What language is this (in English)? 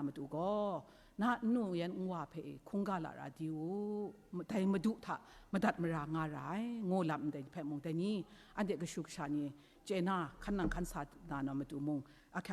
Kachin